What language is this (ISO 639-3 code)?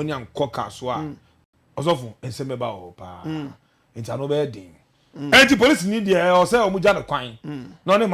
aka